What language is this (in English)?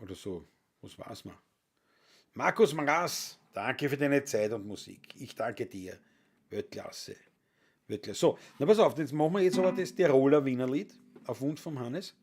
Bavarian